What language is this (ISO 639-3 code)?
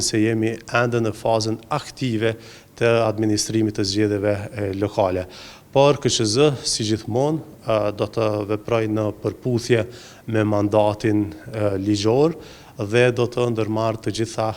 sqi